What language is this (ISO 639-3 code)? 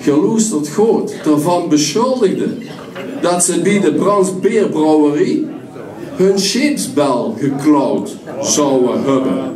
lim